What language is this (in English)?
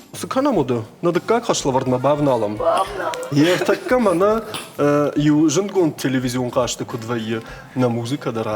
Ossetic